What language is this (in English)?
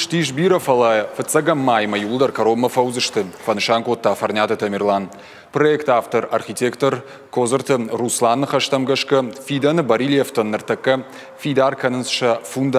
Ossetic